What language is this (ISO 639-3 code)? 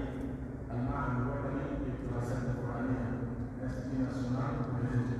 fuf